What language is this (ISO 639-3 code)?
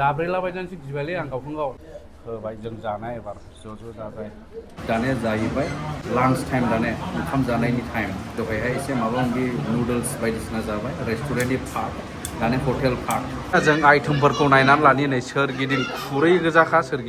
brx